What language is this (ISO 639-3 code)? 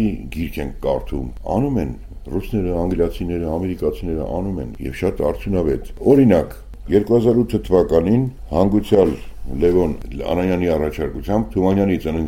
hye